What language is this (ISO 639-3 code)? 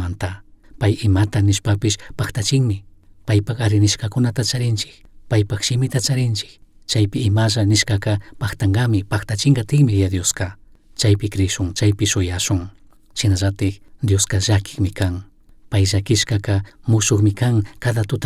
qug